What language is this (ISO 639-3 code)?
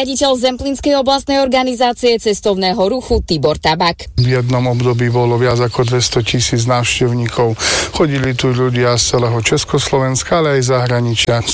slk